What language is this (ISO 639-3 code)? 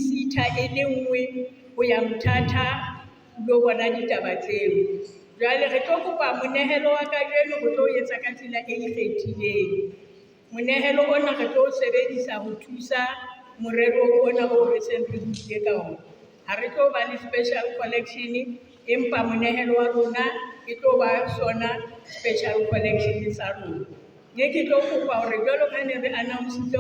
sot